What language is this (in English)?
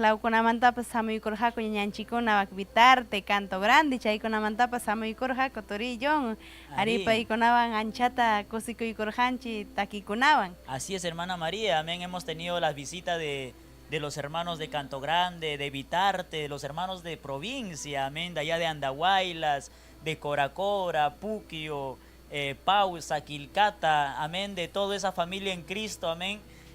Ayacucho Quechua